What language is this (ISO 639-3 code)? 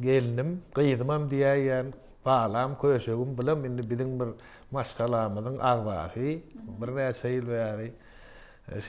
tuk